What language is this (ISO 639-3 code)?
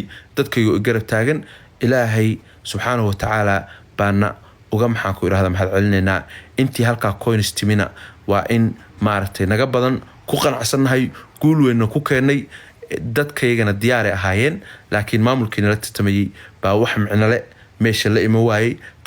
som